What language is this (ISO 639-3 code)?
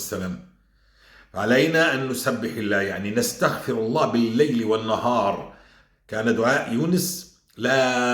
apc